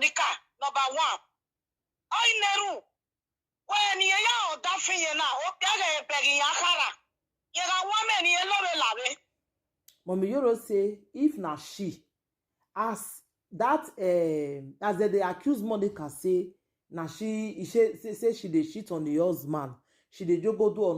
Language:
Nigerian Pidgin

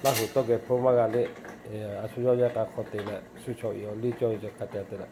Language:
Lahu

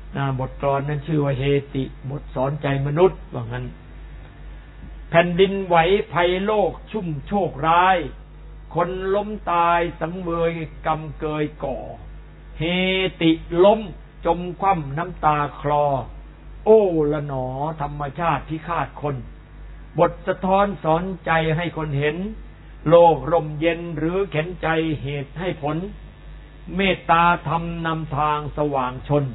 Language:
Thai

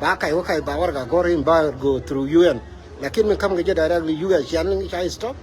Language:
Nuer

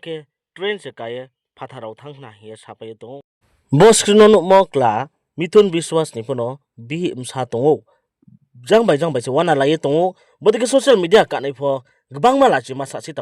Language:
Riang (India)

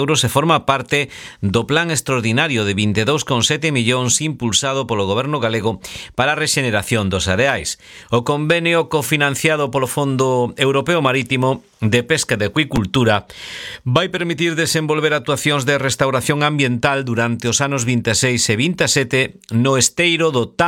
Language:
Galician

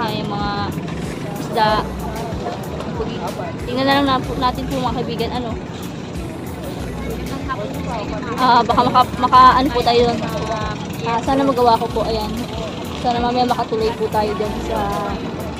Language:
Filipino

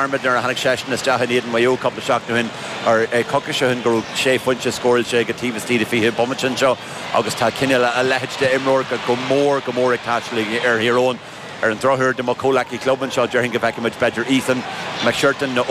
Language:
Irish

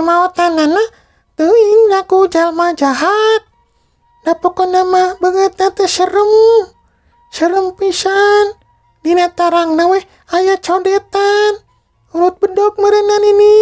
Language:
Sundanese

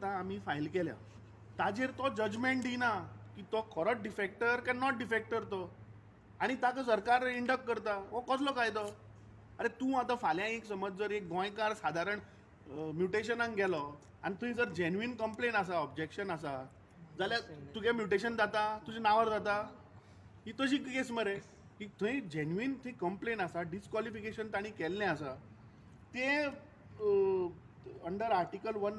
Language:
Konkani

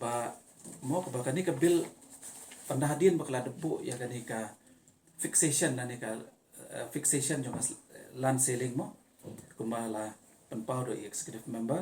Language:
Khasi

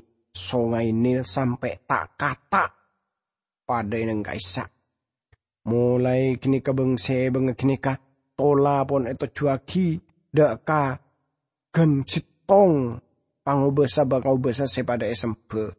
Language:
Madurese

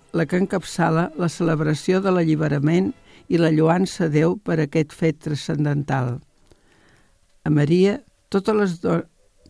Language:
Catalan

